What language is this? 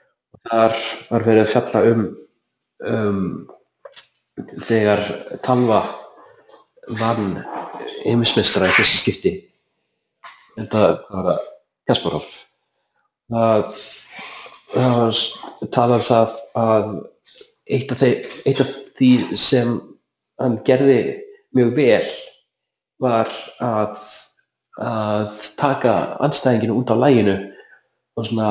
Icelandic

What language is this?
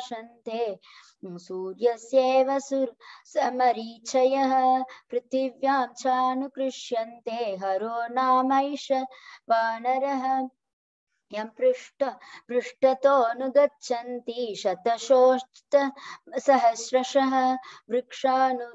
Sanskrit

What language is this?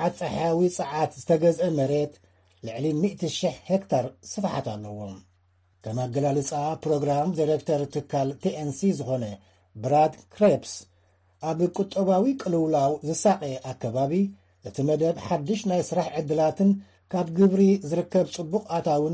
Tigrinya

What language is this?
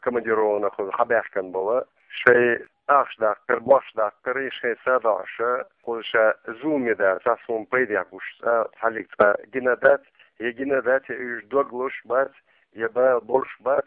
Chechen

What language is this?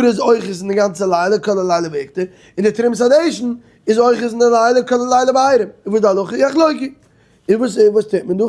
Yiddish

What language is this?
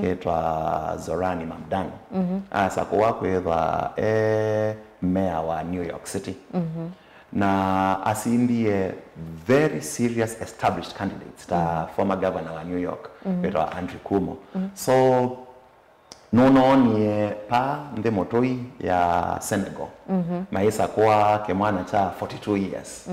Kamba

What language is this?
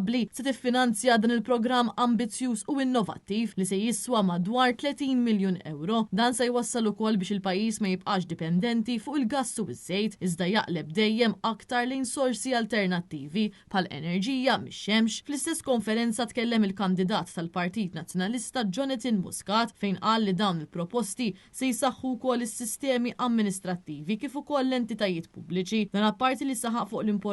Maltese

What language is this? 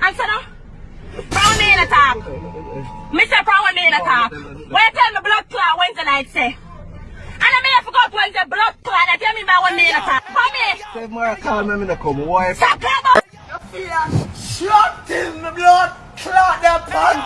Jamaican Creole English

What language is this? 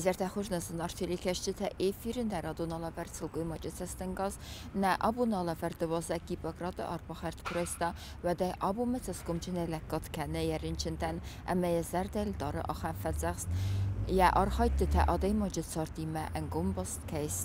Ossetic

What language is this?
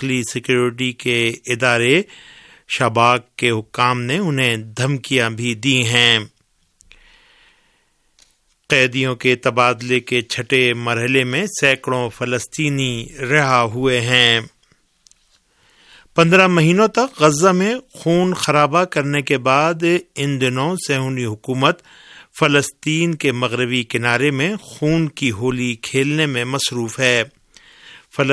Urdu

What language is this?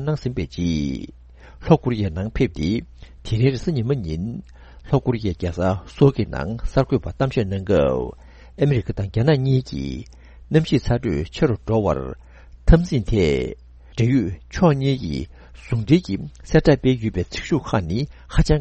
Tibetan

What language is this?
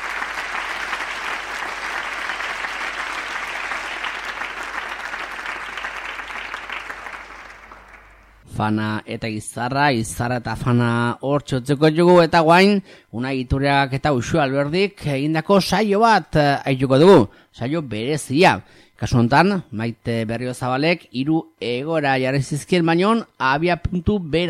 Basque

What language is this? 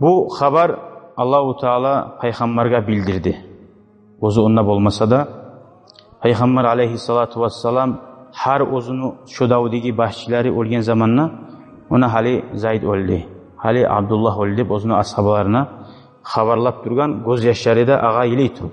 Kumyk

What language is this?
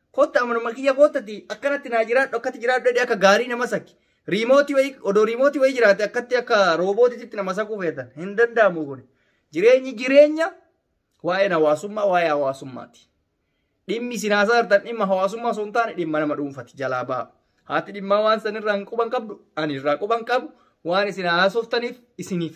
Oromo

